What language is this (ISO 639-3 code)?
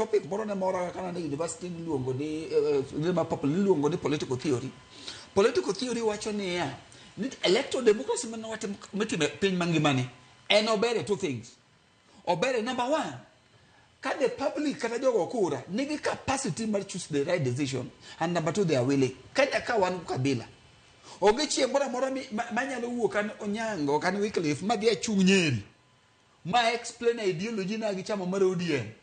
luo